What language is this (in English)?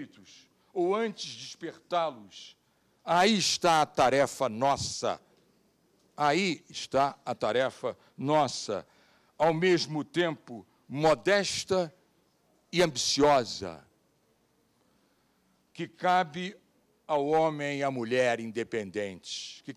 Portuguese